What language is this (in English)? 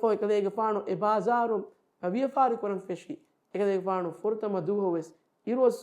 Divehi